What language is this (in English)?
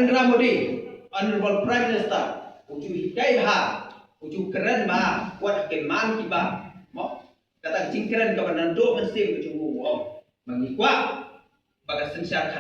Khasi